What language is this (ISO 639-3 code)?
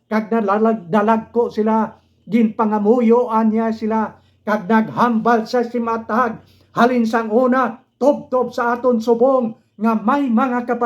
hil